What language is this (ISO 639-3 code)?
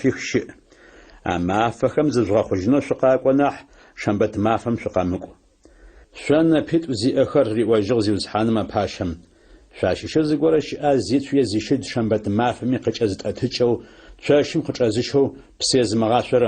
ady